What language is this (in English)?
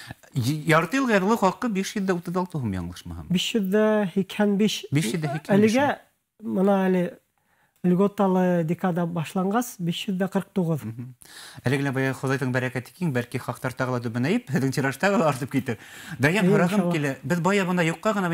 Bashkir